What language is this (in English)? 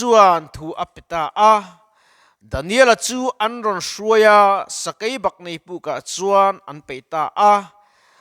Mizo